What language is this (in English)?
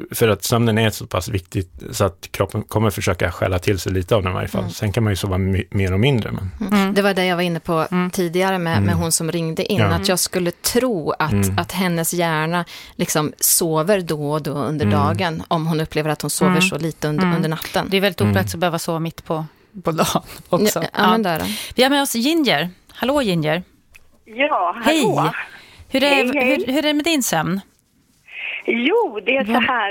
Swedish